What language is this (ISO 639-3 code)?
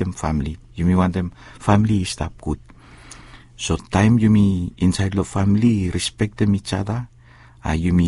bis